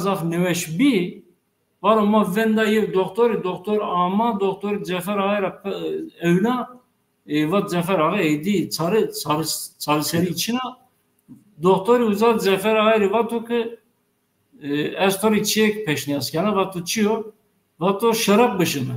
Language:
Zaza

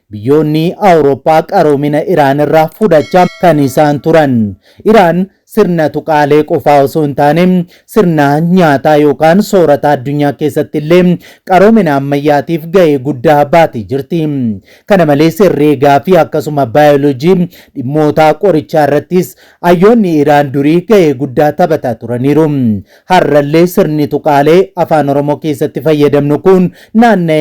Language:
Oromo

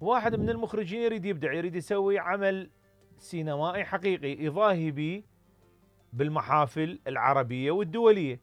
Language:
Mesopotamian Arabic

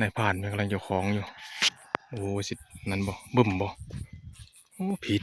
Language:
Northeastern Thai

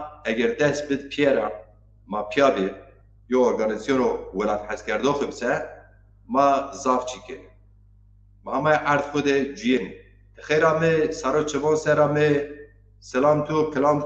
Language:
Zaza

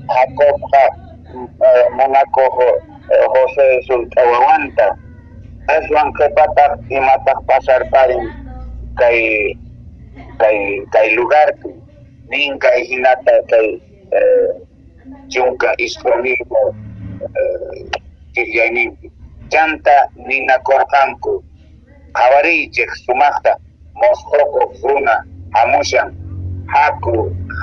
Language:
Quechua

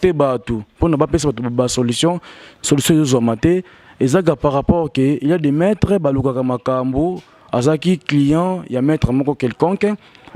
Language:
Lingala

